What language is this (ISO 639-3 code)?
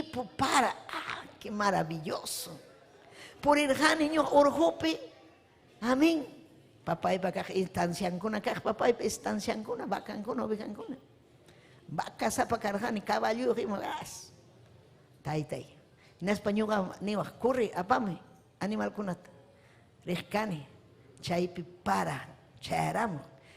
quy